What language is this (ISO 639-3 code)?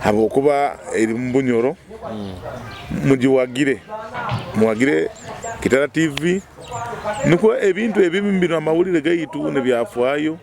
nyo